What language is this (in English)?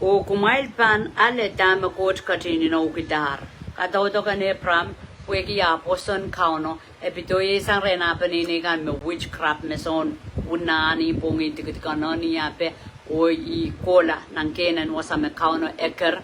Pohnpeian